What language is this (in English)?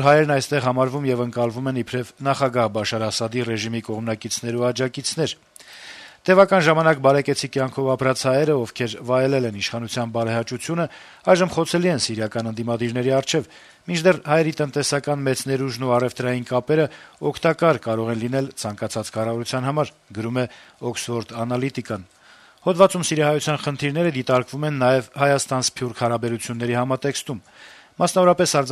Armenian